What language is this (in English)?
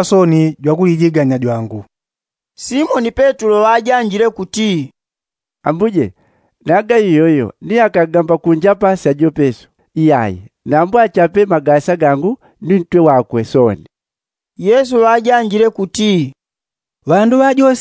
Yao